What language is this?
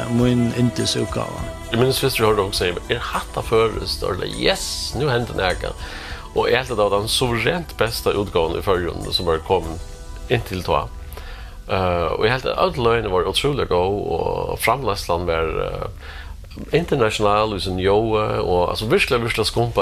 Faroese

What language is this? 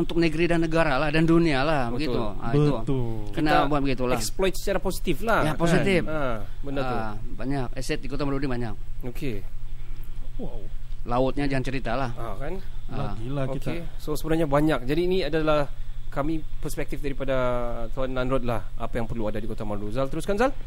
Malay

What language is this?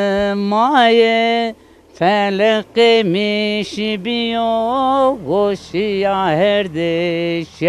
Zaza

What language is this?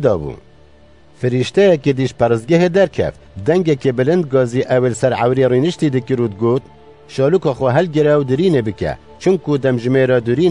Kurdish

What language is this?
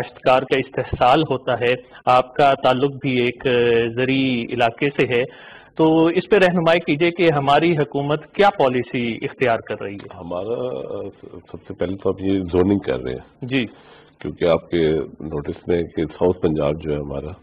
Urdu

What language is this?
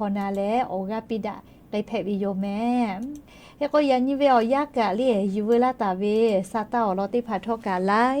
Lahu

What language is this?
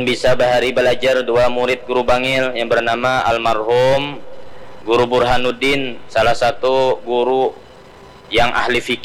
Banjar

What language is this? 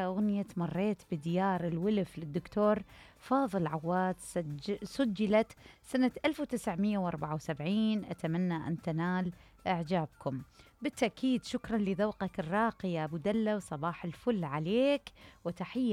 Mesopotamian Arabic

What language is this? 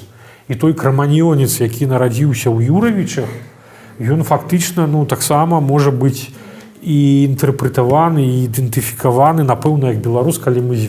Belarusian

